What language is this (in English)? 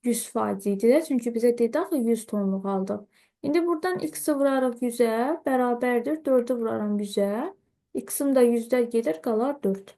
Azerbaijani